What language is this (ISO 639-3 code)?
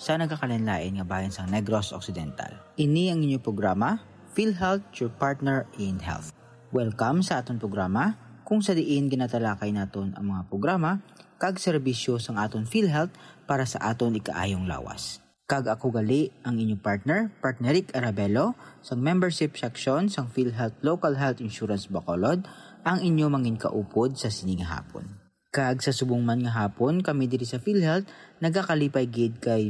hil